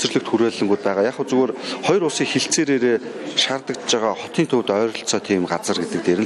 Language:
Mongolian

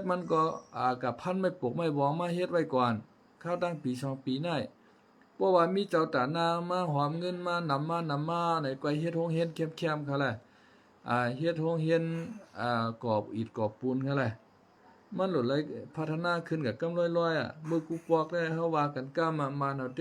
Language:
Shan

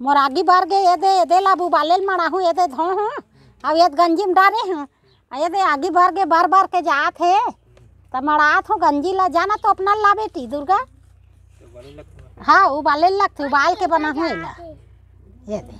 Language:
Chhattisgarhi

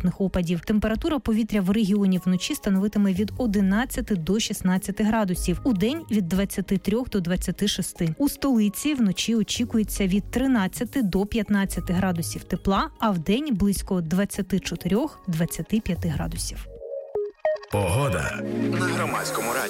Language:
Ukrainian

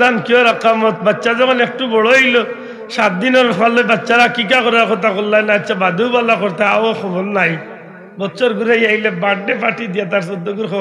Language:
Sylheti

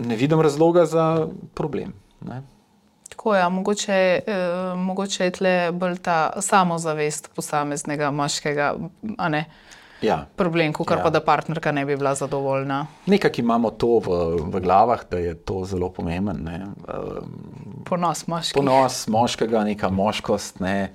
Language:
Slovenian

